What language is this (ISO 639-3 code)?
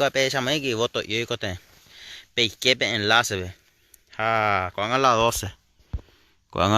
grn